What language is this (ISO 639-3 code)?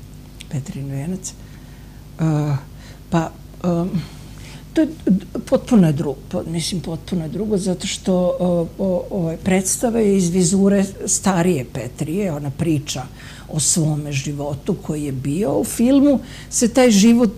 srp